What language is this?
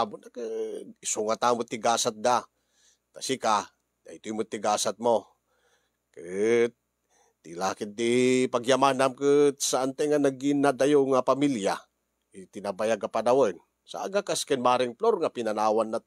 Iloko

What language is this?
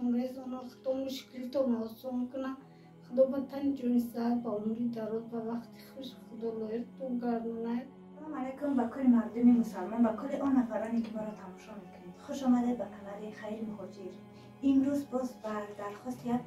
Tajik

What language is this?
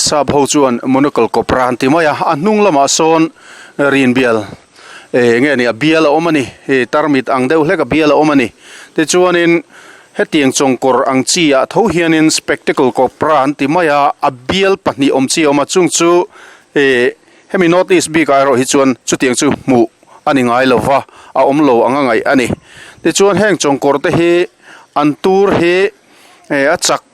Mizo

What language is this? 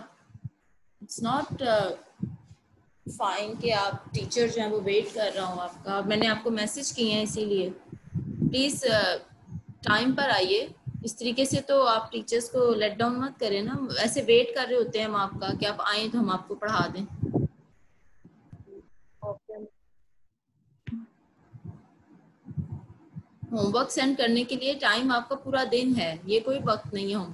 Hindi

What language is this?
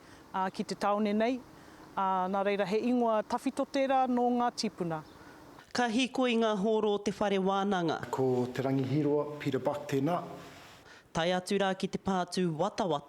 Māori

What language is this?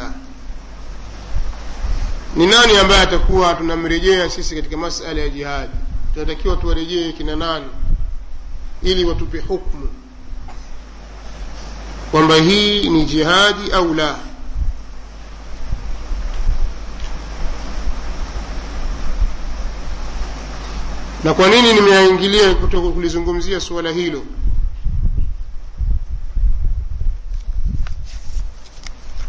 Swahili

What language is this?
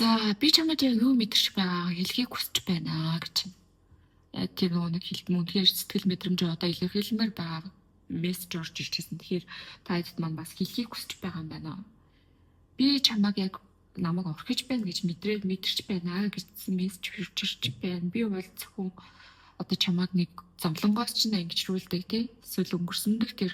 Mongolian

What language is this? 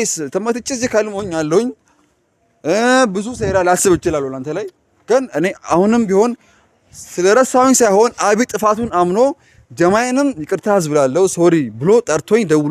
Amharic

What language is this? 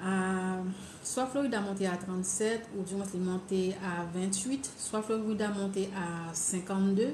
Haitian Creole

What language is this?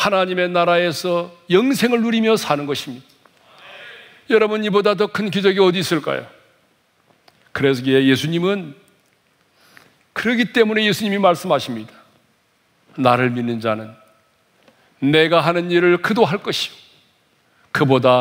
Korean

